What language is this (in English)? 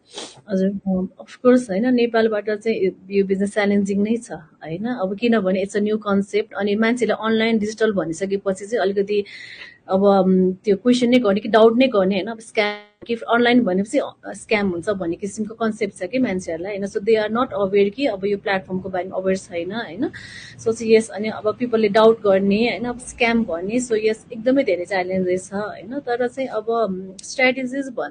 Nepali